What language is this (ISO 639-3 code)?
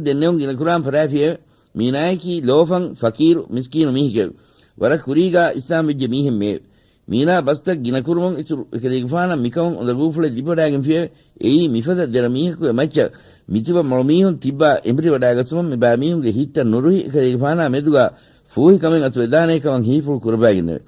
div